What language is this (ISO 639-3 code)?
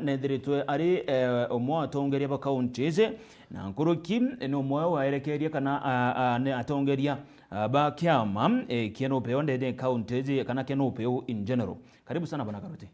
mer